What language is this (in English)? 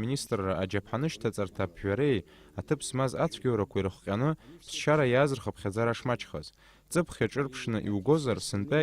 Abkhazian